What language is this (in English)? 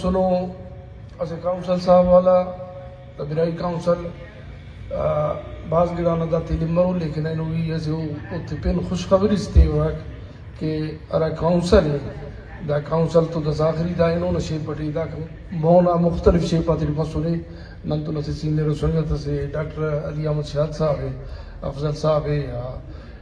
Brahui